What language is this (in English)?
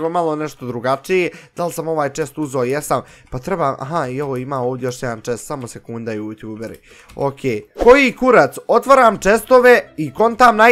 Bosnian